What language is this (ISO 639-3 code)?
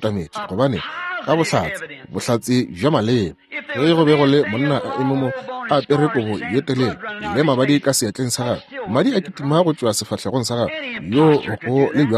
nso